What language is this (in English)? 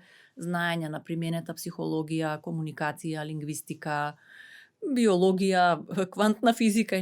Macedonian